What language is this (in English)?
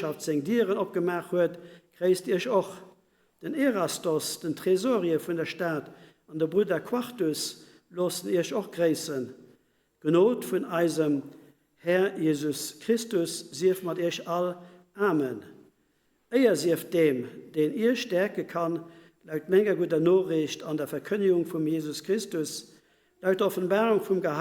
Luxembourgish